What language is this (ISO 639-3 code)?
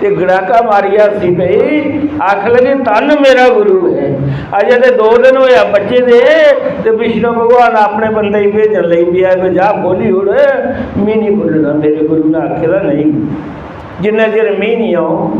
doi